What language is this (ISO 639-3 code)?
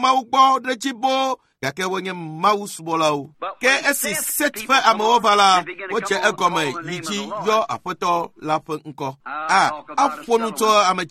ewe